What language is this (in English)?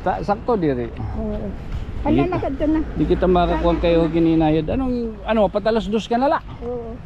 Waray